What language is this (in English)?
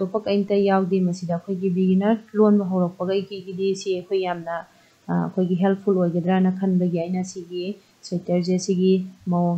Manipuri